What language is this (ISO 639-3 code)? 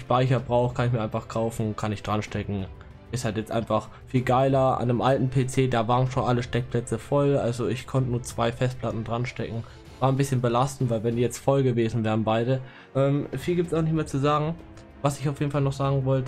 deu